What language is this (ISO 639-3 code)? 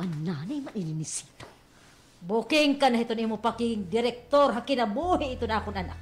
war